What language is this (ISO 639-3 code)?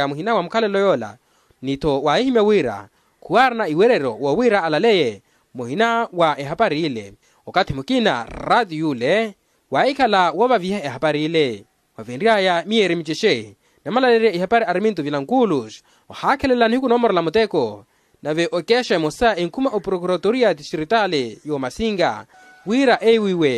vmw